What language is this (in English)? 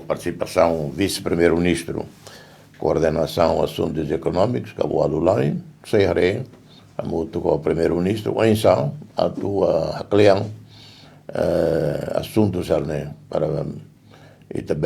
Tetum